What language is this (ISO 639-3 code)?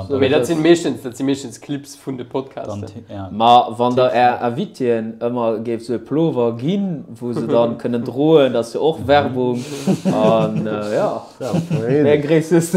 ltz